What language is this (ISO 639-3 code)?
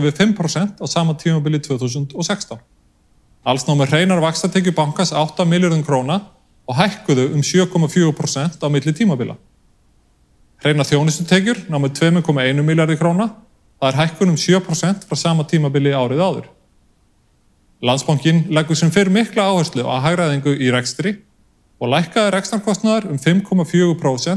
isl